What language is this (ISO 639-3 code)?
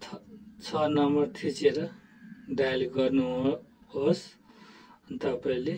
nep